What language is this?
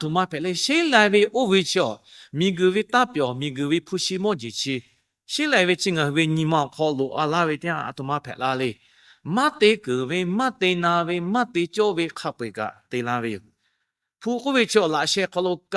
Lahu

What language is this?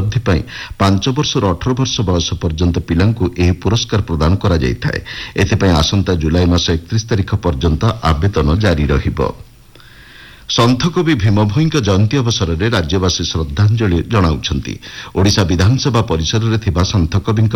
Odia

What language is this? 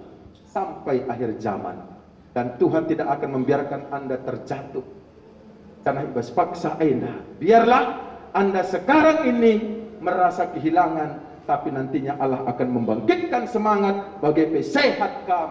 Batak Karo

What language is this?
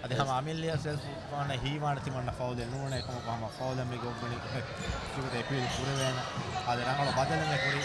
Divehi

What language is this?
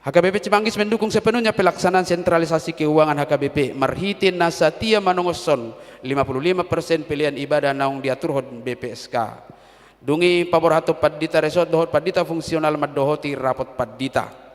Batak Toba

